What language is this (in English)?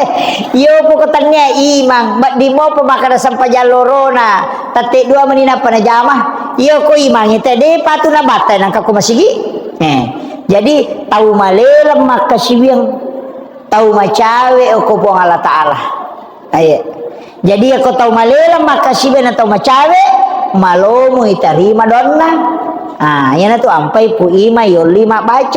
Buginese